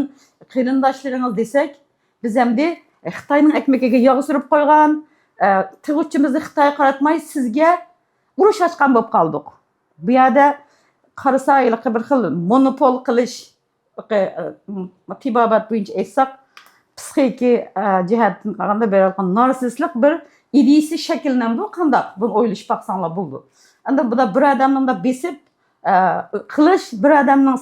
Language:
Uyghur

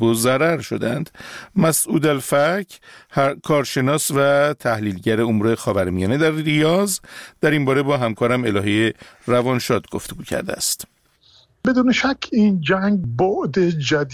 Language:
Persian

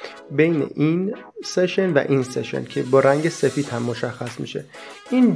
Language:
Persian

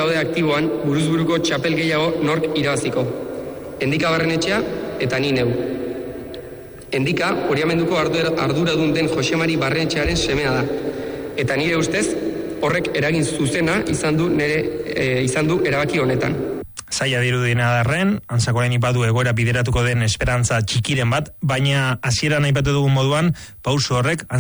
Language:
Basque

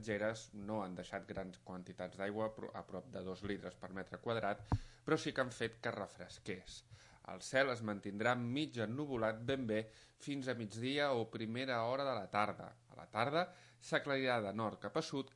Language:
Catalan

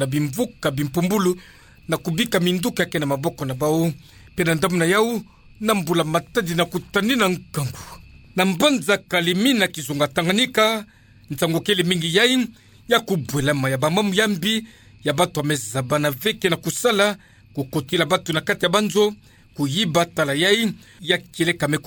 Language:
Kituba (Democratic Republic of Congo)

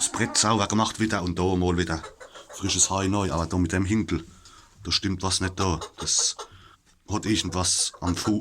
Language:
Palatine German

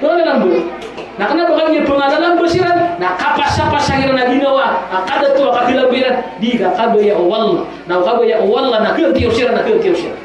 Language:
Maranao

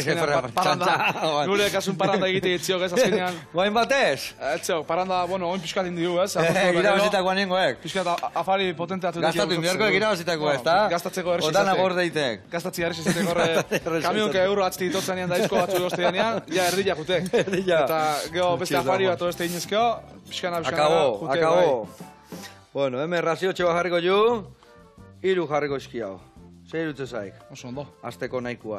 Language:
Basque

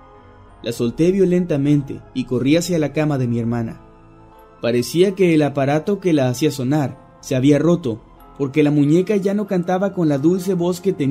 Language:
Spanish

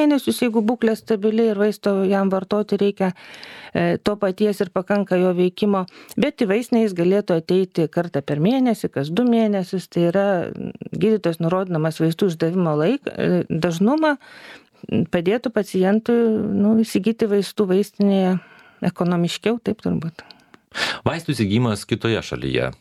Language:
Lithuanian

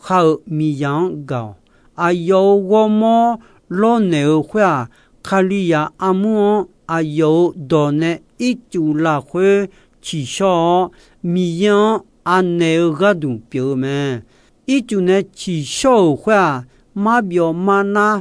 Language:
Akha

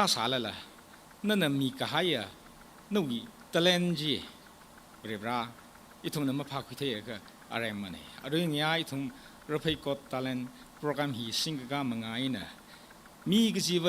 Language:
Tangkhul Naga (India)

